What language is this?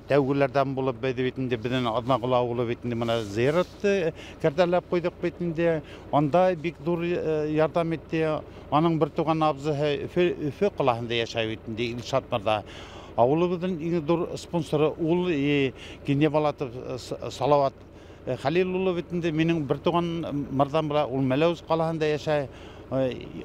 Bashkir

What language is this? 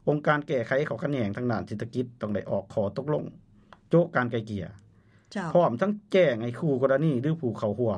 Lao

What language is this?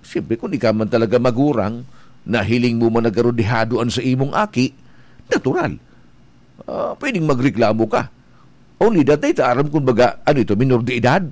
Bikol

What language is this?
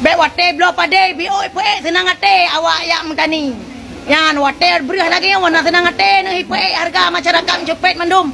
Achinese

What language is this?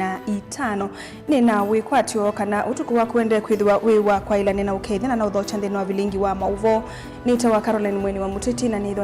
Kamba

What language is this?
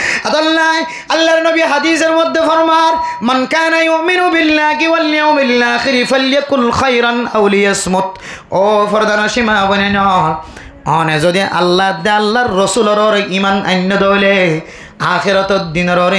Rohingya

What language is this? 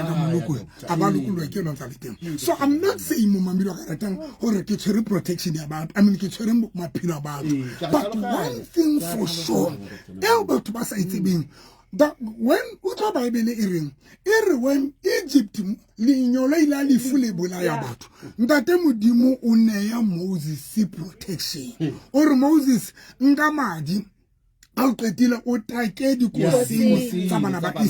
Southern Sotho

